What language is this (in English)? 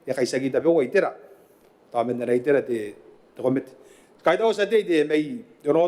Gilbertese